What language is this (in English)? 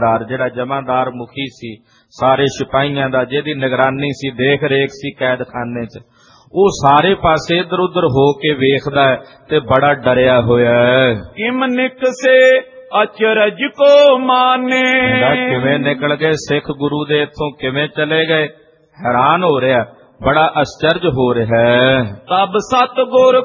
Punjabi